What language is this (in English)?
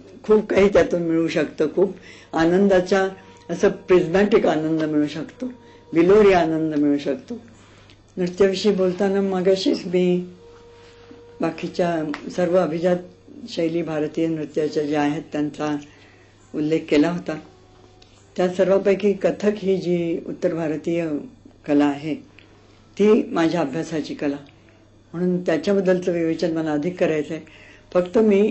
Marathi